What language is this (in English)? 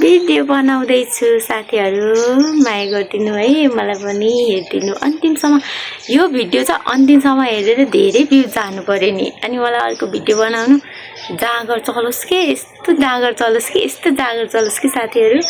Nepali